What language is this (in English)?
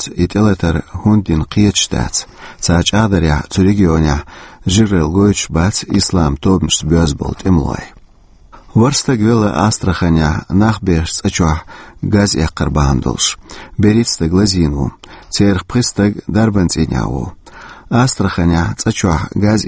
Chechen